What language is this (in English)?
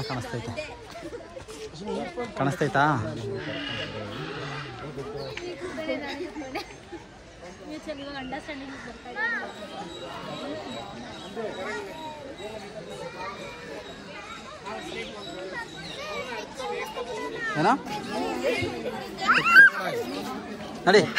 Kannada